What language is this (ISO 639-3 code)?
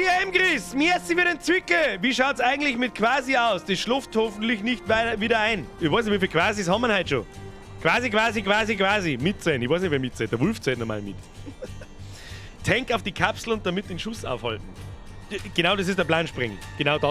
bar